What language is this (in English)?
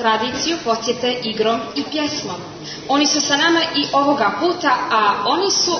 Serbian